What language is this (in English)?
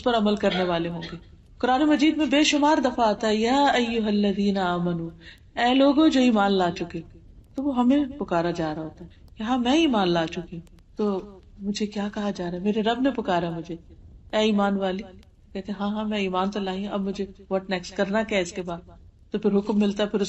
Urdu